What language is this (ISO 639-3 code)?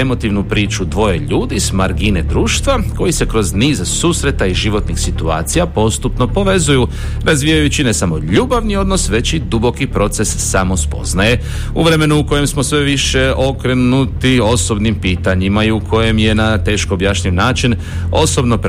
hrv